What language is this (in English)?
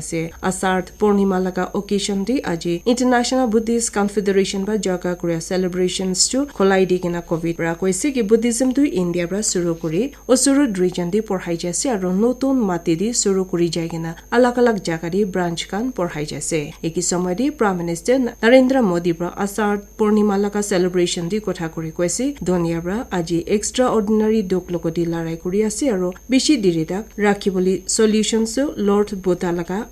Naga Pidgin